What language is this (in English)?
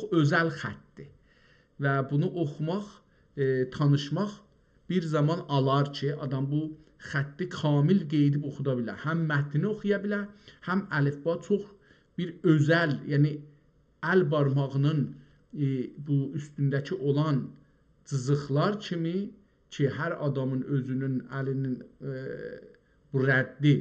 South Azerbaijani